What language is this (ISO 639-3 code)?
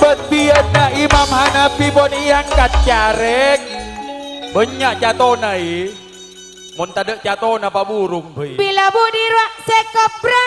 mad